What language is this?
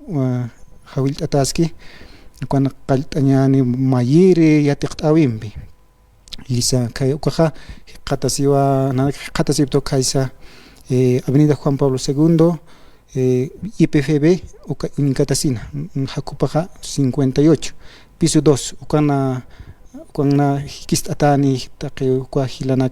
Aymara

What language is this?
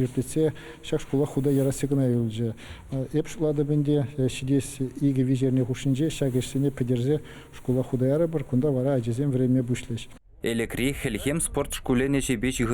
Chuvash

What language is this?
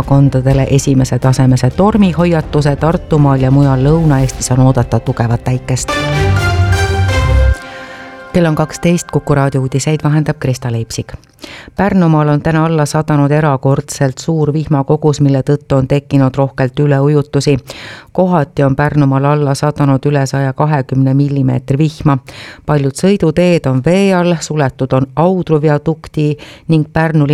Estonian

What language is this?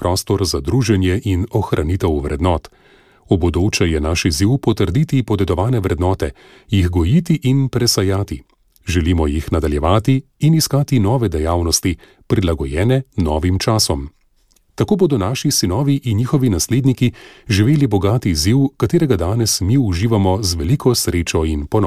Slovenian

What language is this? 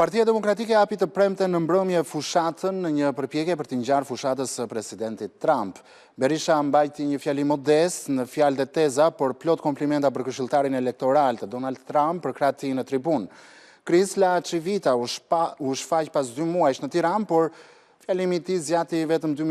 Albanian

